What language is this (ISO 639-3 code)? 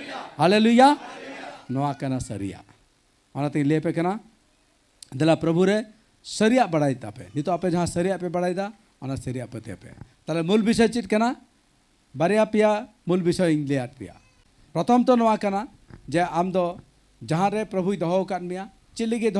sat